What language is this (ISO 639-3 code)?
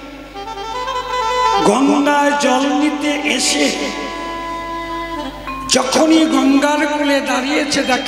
ben